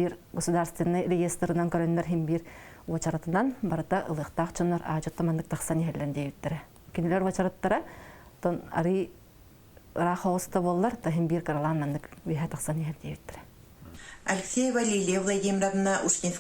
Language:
Yakut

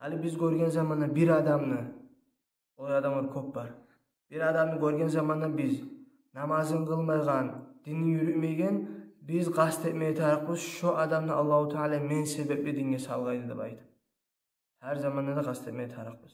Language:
Kumyk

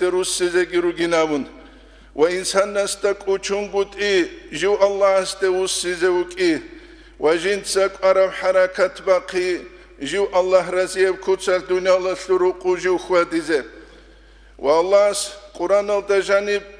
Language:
Avaric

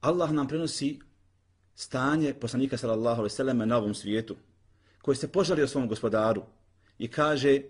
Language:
Bosnian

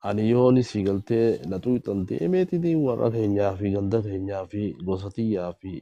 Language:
Oromo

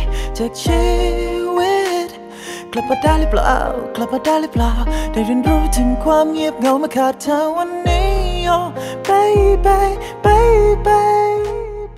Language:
Thai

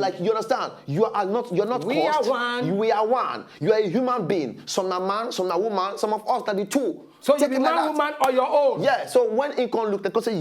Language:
Nigerian Pidgin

